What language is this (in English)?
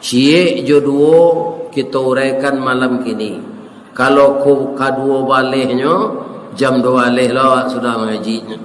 Minangkabau